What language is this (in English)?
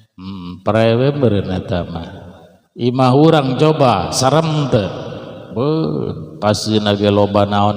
Sundanese